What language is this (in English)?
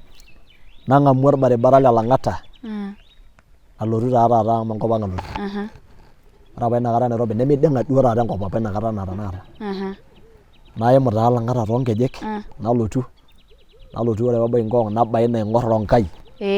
Masai